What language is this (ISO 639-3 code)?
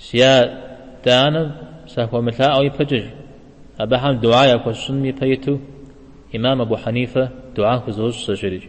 kbd